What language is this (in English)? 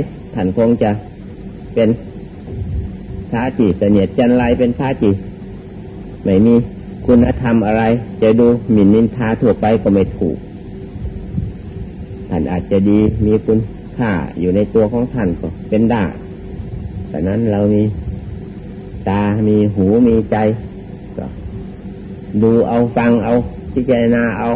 Thai